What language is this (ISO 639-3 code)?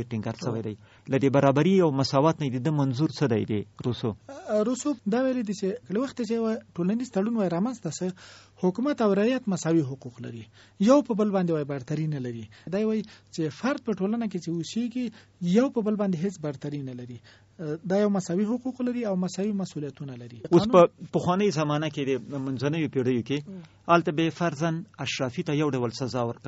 pus